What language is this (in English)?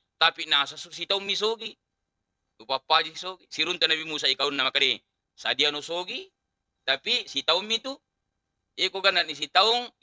Buginese